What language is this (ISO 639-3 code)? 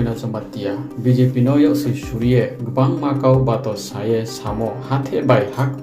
ria